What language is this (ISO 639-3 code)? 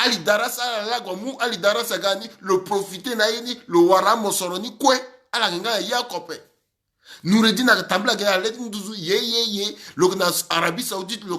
sag